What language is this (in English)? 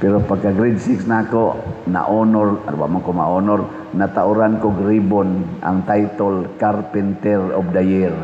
Cebuano